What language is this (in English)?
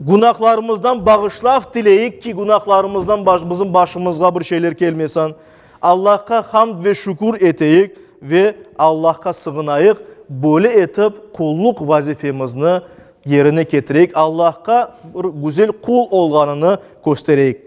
Crimean Tatar